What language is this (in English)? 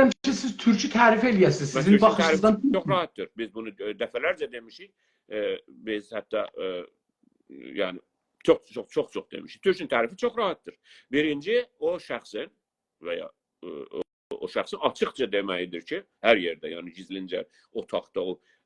South Azerbaijani